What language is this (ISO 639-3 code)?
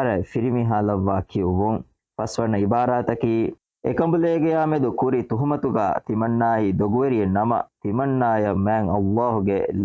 div